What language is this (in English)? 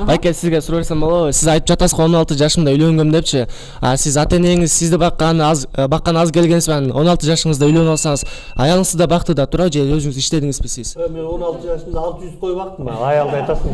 Kyrgyz